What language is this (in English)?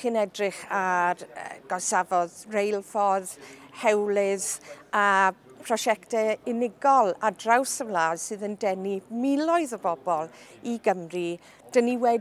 Welsh